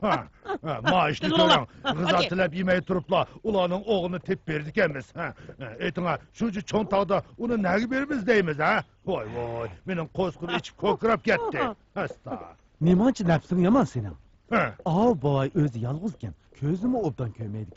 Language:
Uyghur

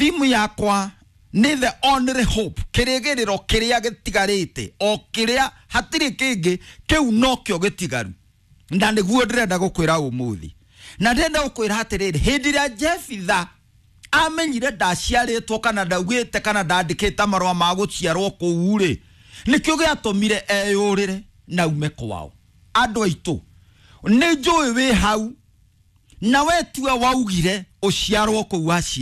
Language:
Kikuyu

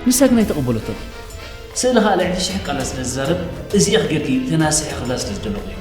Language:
Tigrinya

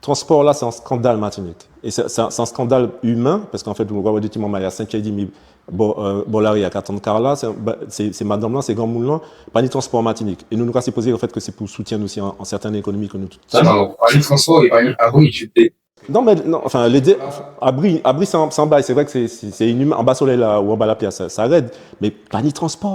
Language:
Guadeloupean Creole French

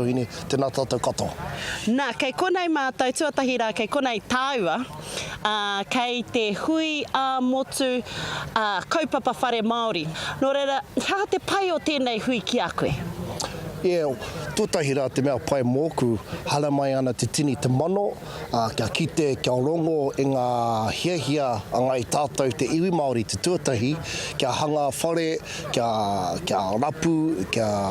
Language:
Māori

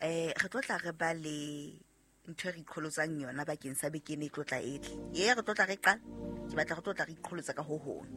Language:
Southern Sotho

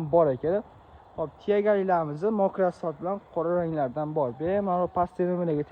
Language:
Uzbek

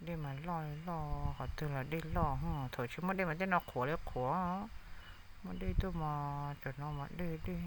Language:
Hmong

